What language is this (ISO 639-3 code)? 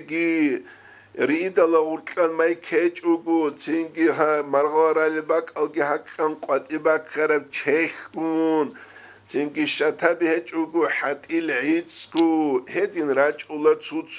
ava